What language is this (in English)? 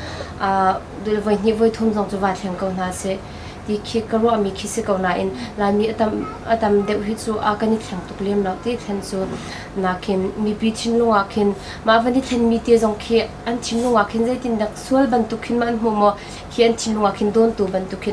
Hakha Chin